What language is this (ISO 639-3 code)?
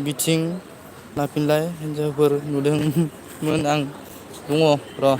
brx